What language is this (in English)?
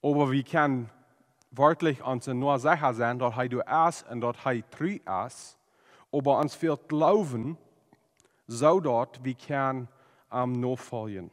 Plautdietsch